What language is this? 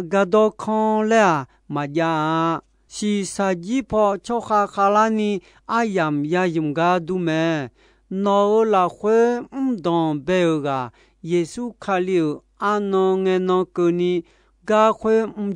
Akha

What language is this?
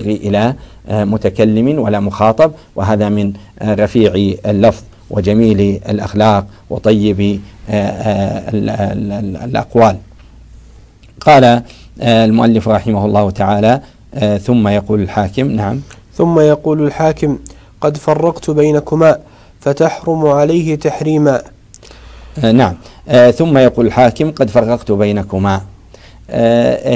Arabic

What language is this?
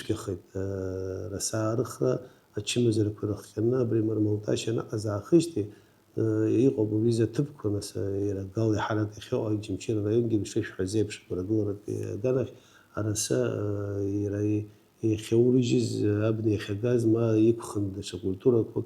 Abkhazian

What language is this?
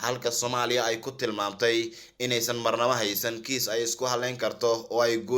Somali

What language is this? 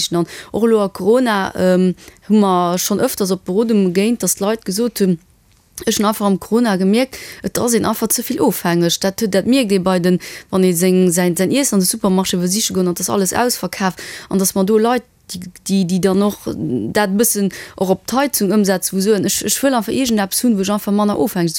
Luxembourgish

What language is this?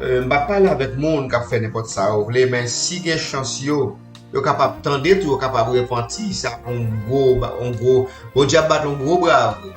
Haitian Creole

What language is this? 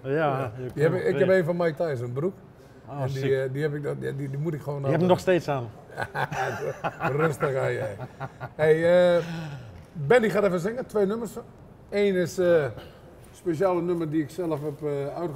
Dutch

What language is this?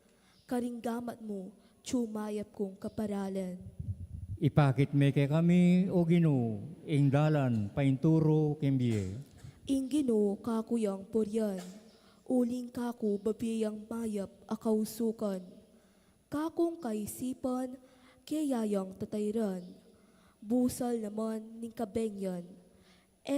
Pampanga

